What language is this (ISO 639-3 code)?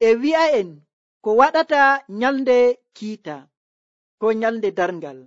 fuv